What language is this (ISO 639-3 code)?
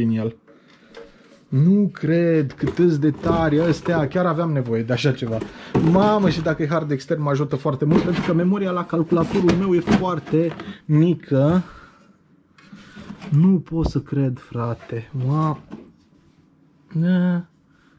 ron